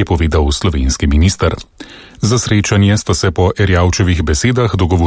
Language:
Slovenian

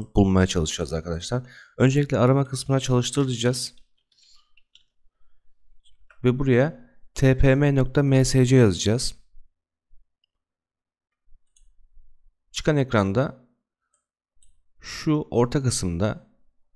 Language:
Turkish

